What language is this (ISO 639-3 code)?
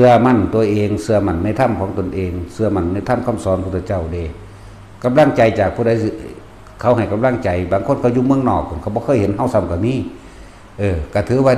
tts